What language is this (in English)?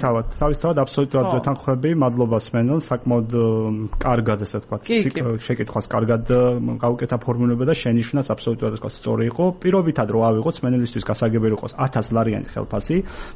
Georgian